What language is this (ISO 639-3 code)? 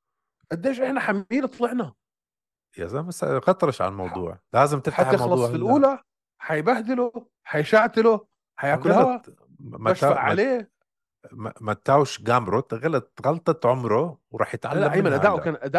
apc